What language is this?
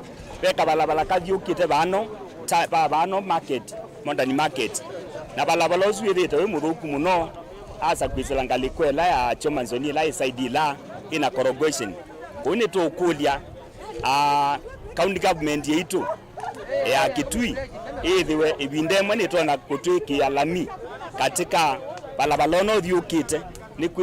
Kamba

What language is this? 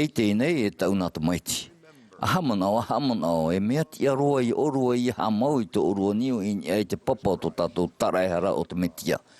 Tahitian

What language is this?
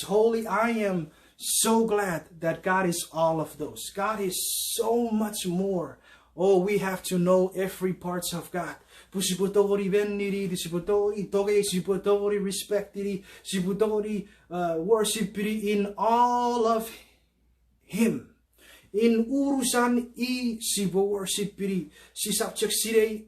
Chuukese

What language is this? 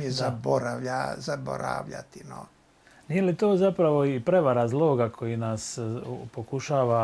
Croatian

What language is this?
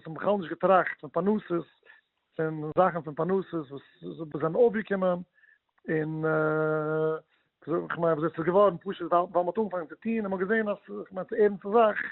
Yiddish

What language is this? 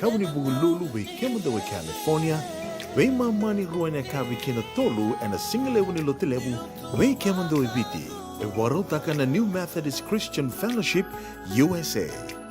Fijian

